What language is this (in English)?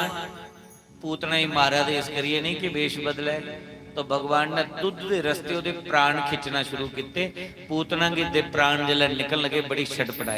Dogri